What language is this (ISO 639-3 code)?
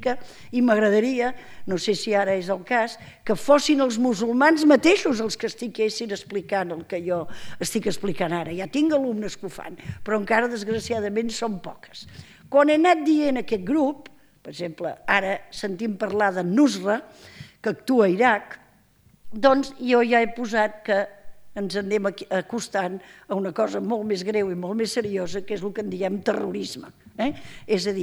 cat